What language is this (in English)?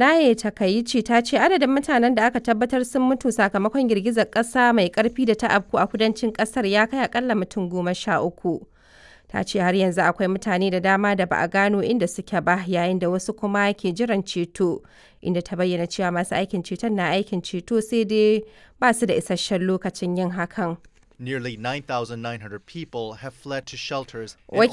Hausa